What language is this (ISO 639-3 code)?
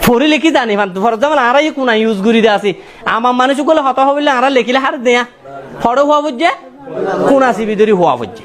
rhg